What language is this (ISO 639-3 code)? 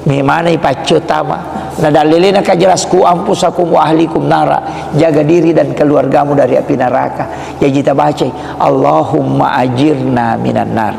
bug